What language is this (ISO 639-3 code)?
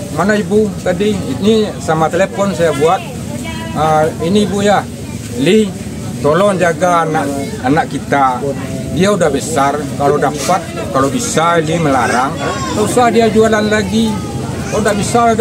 min